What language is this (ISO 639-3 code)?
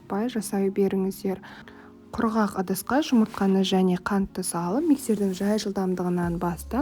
kaz